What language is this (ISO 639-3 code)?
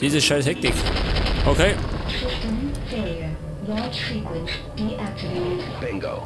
bar